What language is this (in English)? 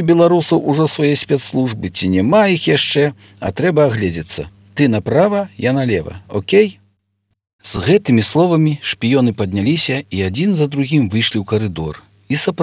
Belarusian